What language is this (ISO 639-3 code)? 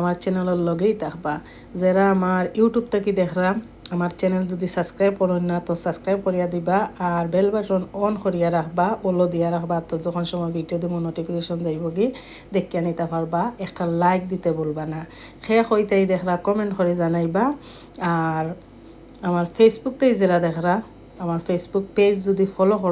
syl